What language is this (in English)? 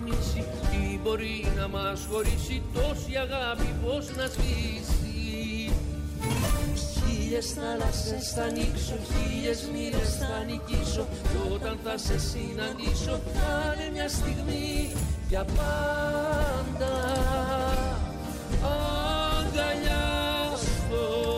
Greek